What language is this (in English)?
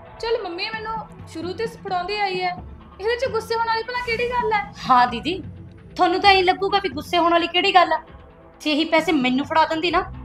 Punjabi